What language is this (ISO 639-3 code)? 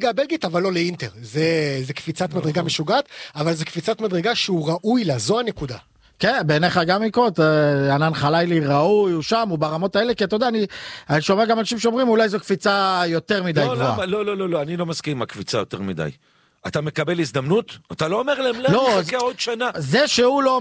heb